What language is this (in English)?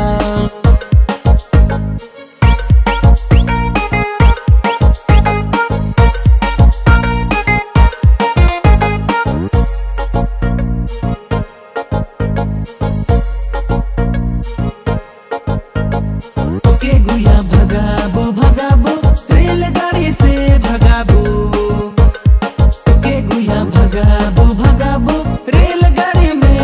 Sadri